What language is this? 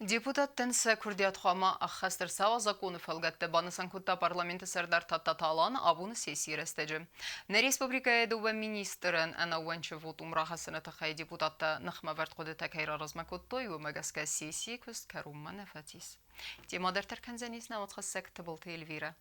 Ossetic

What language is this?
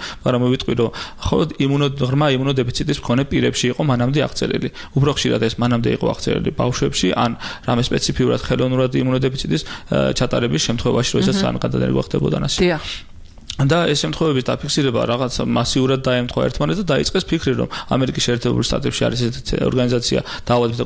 Georgian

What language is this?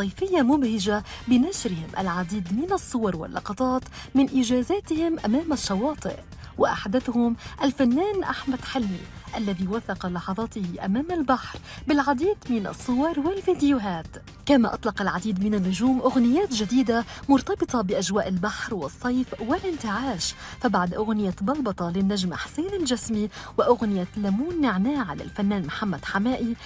Arabic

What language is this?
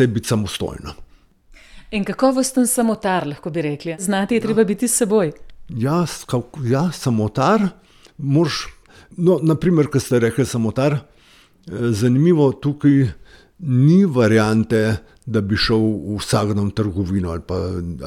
Slovenian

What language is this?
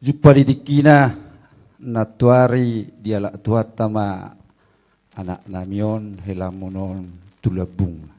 Batak Toba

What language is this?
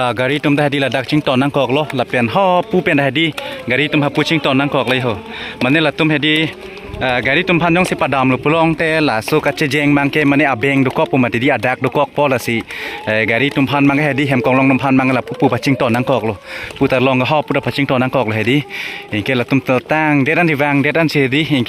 Karbi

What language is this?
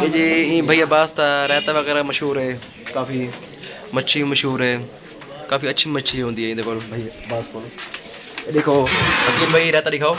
Saraiki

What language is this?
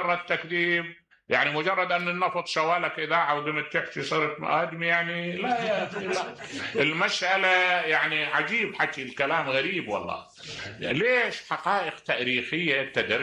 Mesopotamian Arabic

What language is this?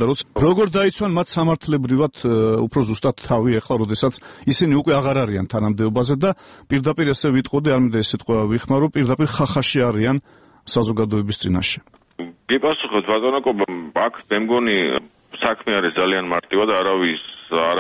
Georgian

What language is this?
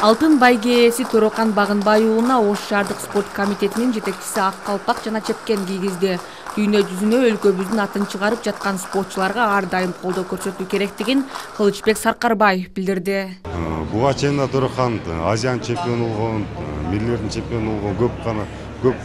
Kyrgyz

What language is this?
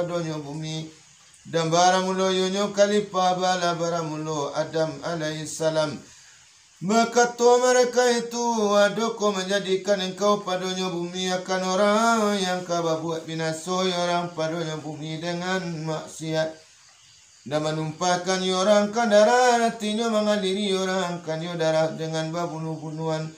Minangkabau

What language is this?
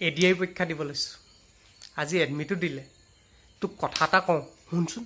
Assamese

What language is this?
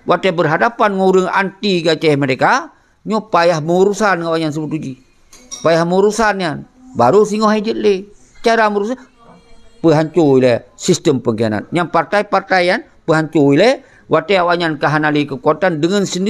Achinese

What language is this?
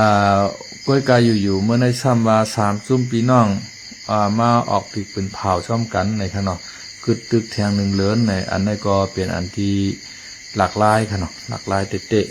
Shan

